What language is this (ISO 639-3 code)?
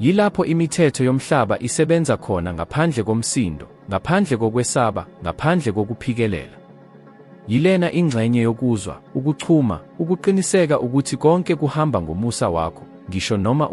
zul